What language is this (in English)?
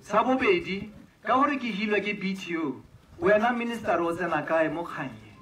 Tswana